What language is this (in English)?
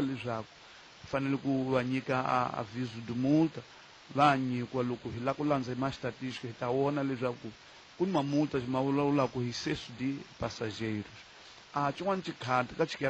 Tsonga